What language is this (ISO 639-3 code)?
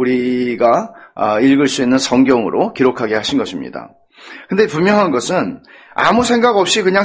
kor